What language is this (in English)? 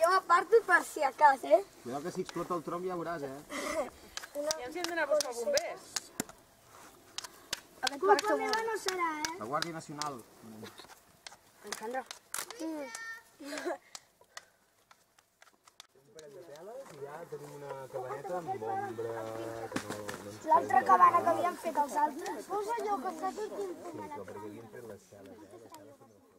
Catalan